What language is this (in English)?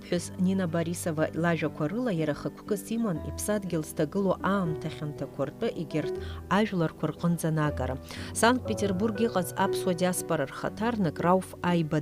Abkhazian